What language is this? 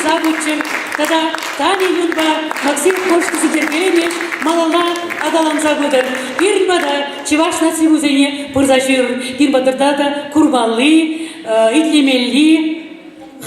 Chuvash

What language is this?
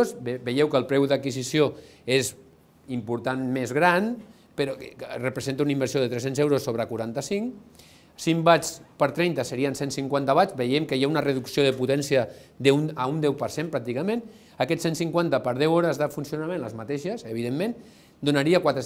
Catalan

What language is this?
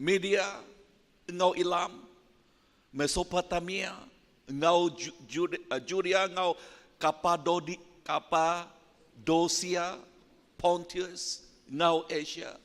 Iban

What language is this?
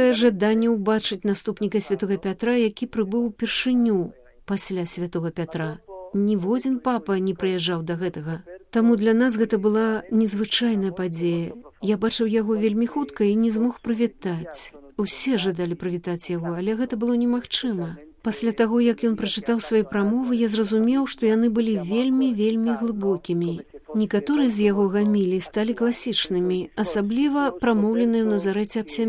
Belarusian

